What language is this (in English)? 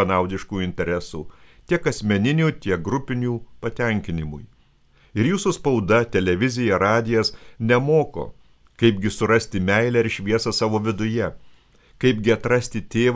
Lithuanian